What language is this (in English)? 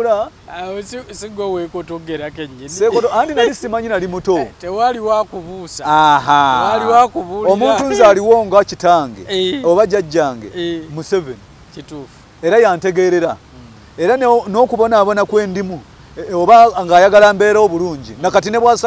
Ganda